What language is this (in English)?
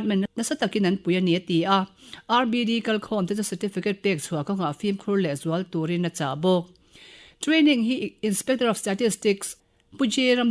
Mizo